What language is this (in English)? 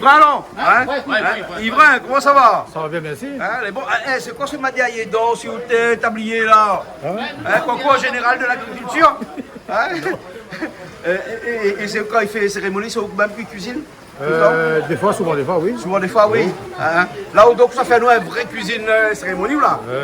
Réunion Creole French